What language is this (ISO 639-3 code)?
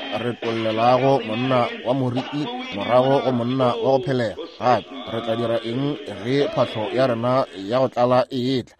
nso